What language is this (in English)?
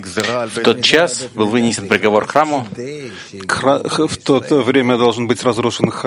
Russian